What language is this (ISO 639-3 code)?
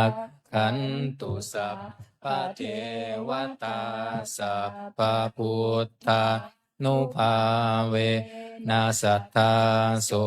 pli